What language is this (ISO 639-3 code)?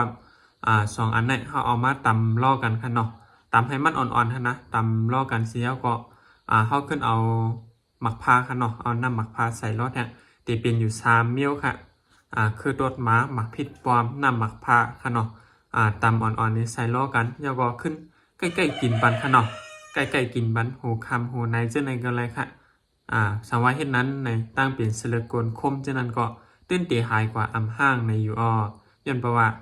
shn